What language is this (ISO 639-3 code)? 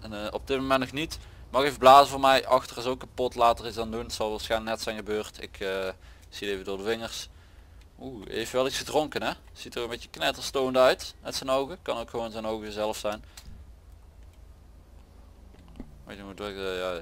nld